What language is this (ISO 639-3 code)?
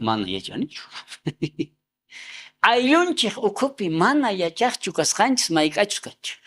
quh